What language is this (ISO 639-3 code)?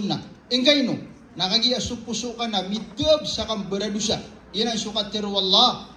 mrw